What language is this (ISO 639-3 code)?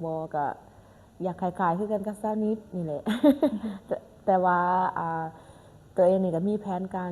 lao